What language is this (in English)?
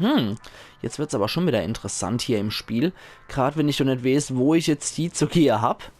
Palatine German